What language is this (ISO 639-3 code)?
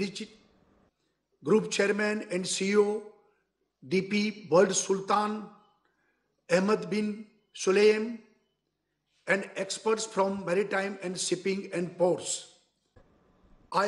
eng